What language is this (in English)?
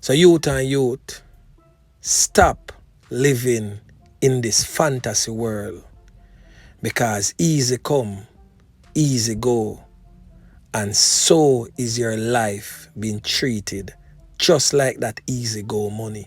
Jamaican Creole English